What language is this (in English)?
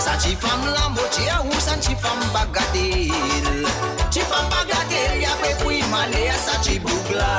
Morisyen